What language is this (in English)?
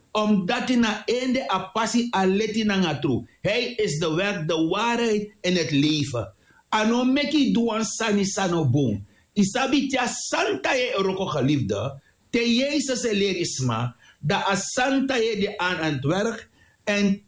Sranan Tongo